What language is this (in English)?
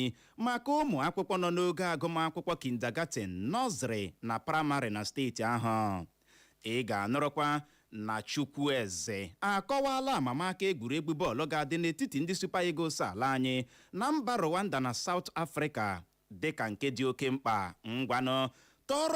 Igbo